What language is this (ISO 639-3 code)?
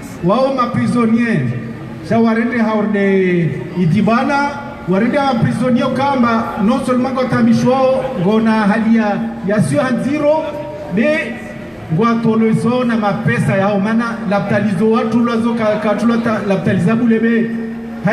zdj